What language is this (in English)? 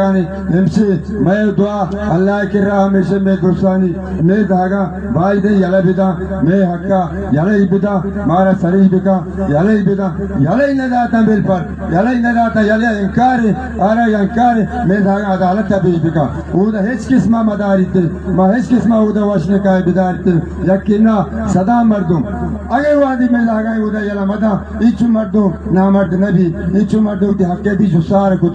Baluchi